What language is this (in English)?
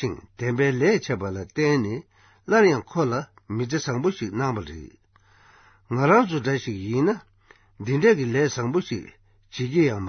Tibetan